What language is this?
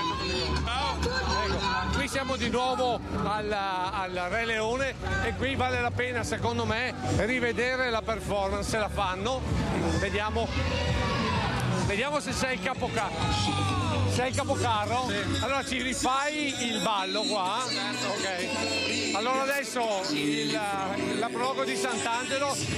Italian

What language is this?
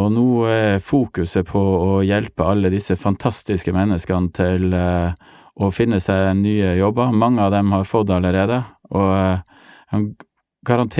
Norwegian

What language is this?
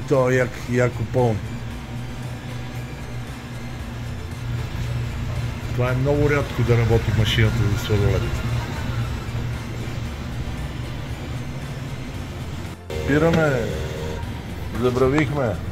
Bulgarian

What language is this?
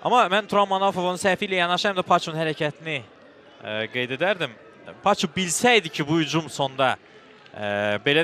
Azerbaijani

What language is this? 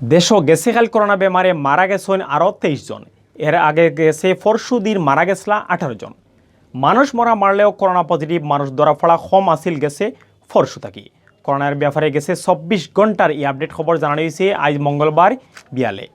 Sylheti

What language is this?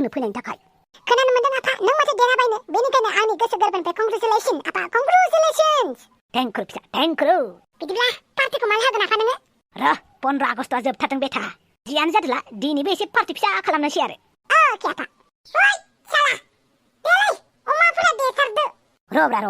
Bodo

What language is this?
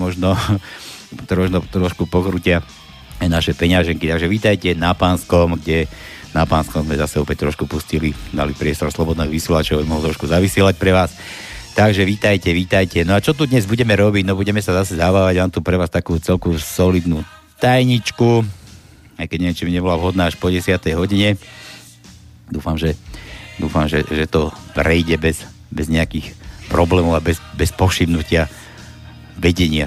Slovak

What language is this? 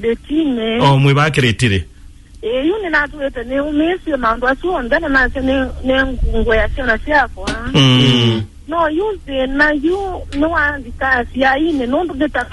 Kamba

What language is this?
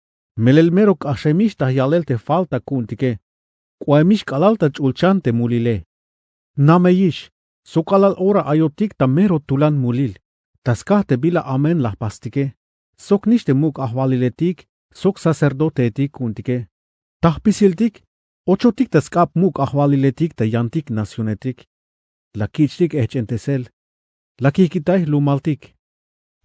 Tzeltal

